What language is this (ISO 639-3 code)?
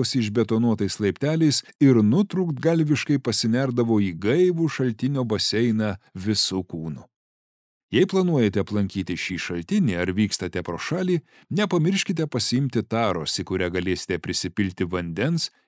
lit